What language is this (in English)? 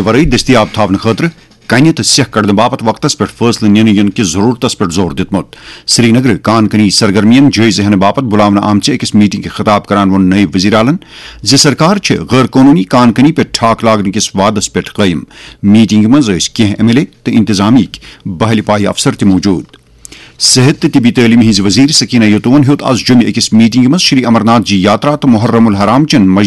Kashmiri